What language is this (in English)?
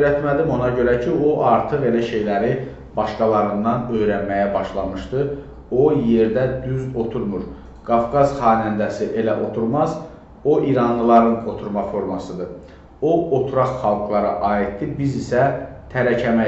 Azerbaijani